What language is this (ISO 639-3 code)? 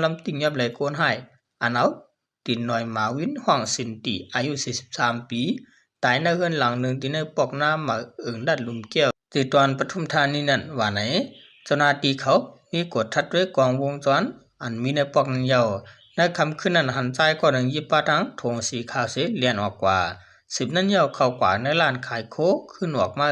shn